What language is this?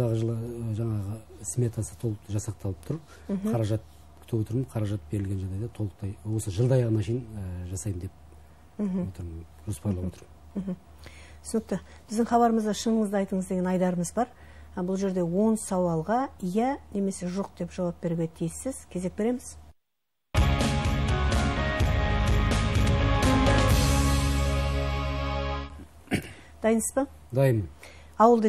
Kazakh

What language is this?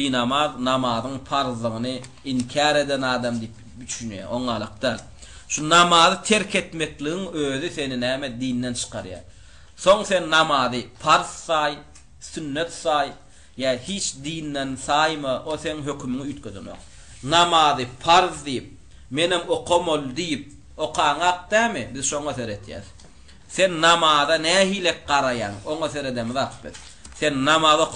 Turkmen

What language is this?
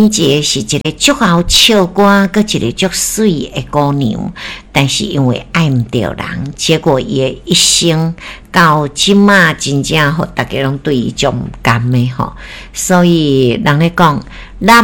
Min Nan Chinese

